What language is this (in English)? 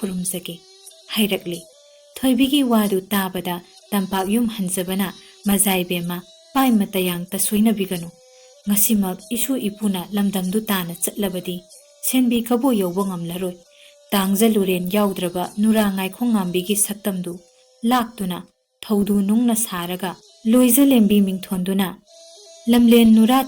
Manipuri